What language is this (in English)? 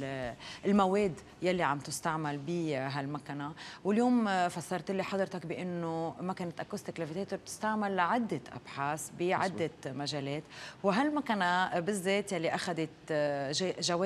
North Levantine Arabic